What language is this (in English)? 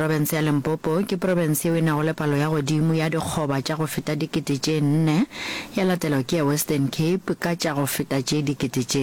Northern Sotho